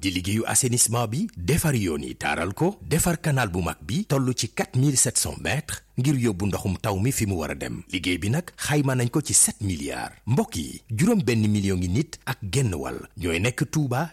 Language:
Wolof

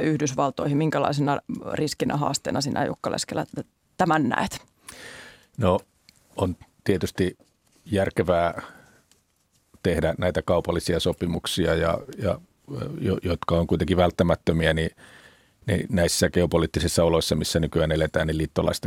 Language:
Finnish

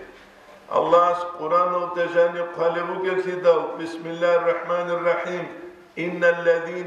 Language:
Avaric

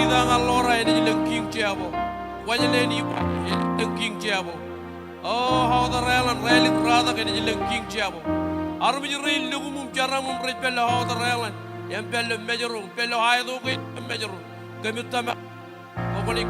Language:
Marshallese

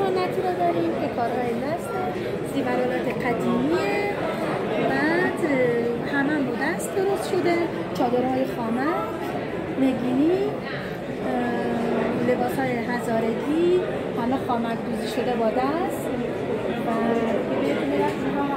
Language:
Persian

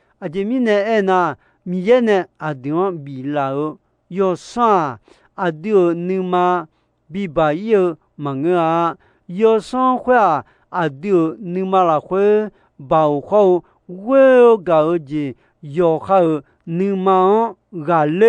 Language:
Akha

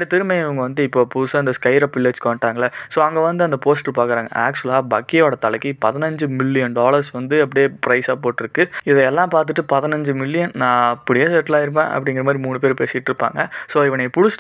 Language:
Tamil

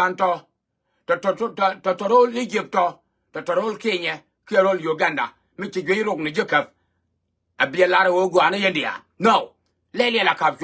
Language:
Nuer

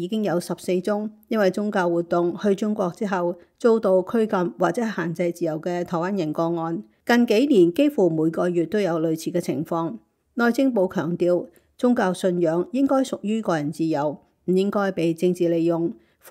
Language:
Cantonese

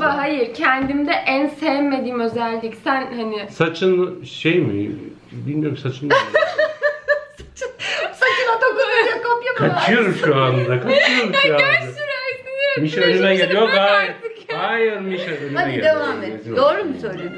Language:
Turkish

